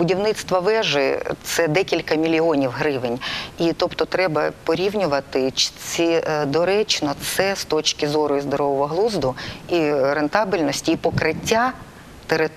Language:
Ukrainian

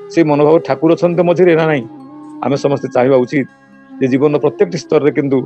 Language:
Odia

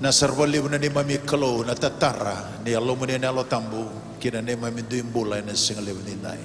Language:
Fijian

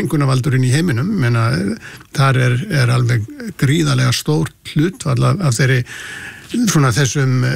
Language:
Icelandic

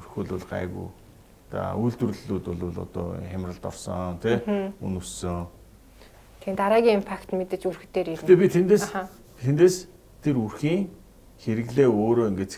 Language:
Mongolian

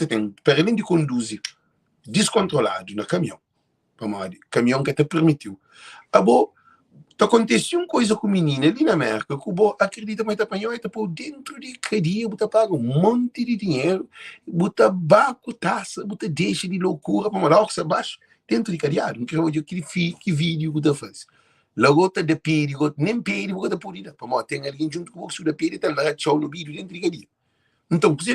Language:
Kabuverdianu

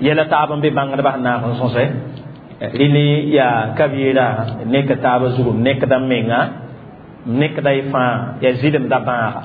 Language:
Mossi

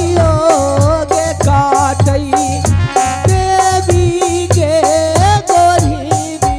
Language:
Angika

